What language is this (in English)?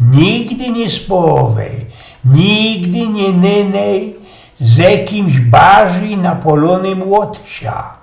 Silesian